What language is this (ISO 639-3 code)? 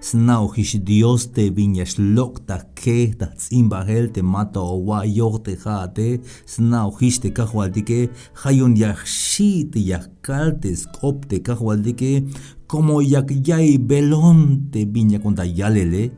tzh